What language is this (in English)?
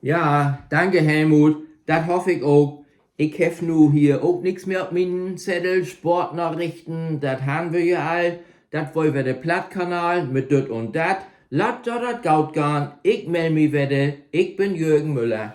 Low German